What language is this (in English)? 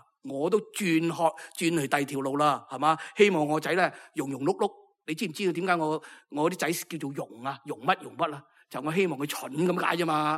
Cantonese